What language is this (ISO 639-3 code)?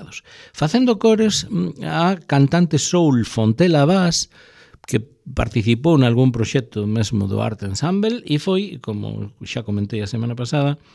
glg